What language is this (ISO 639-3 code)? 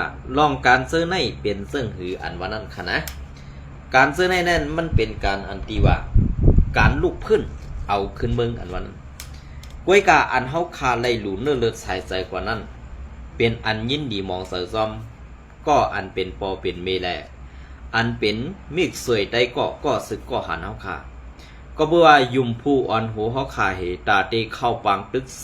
shn